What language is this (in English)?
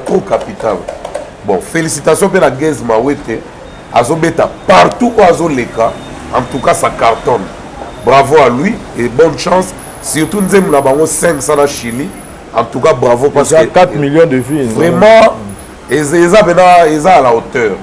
Lingala